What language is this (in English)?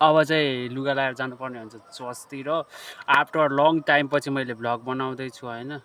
Nepali